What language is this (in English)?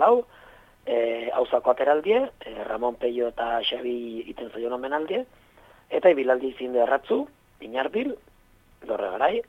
Basque